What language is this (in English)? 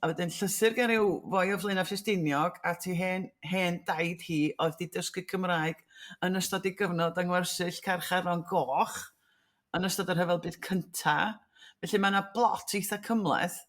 Welsh